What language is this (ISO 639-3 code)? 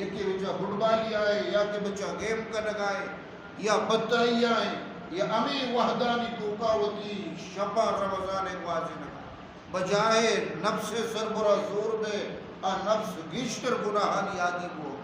bgp